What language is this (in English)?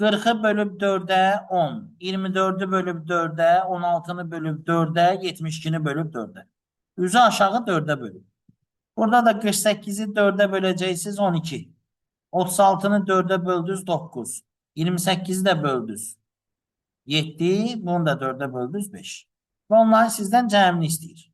Azerbaijani